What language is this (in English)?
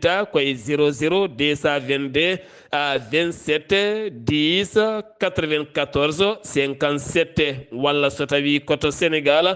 Fula